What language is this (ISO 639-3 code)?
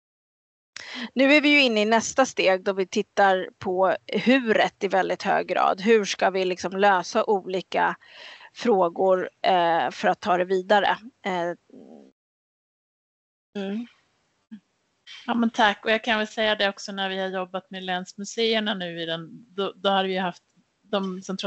swe